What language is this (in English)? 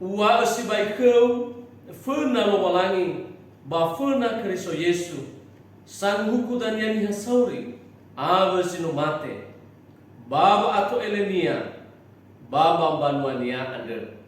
Nias